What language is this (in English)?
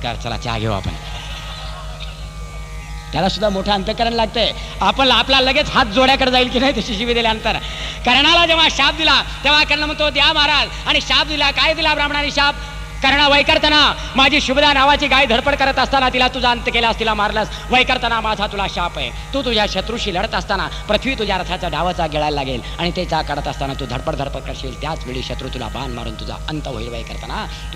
Marathi